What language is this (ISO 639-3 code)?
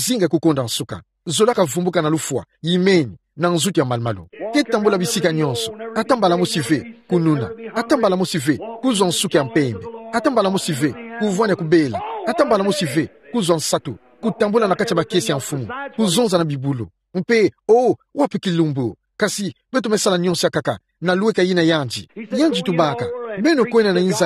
ktu